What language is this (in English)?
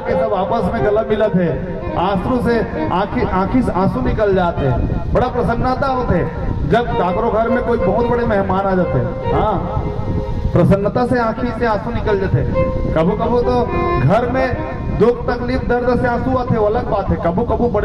Chhattisgarhi